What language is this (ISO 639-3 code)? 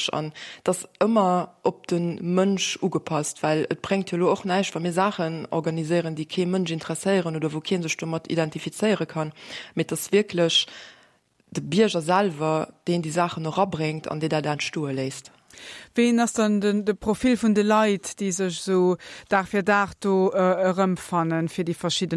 ltz